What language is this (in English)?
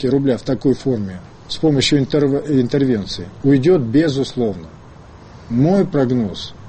Russian